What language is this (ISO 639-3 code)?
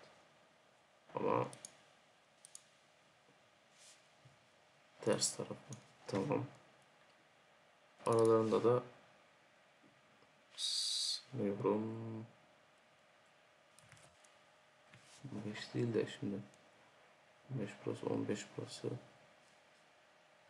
tur